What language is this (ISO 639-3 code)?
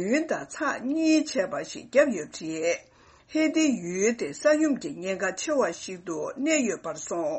bod